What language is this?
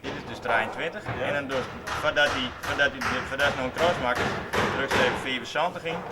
Western Frisian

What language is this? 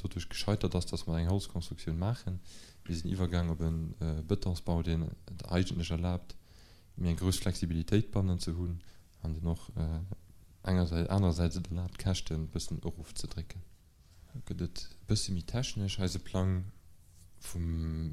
Luxembourgish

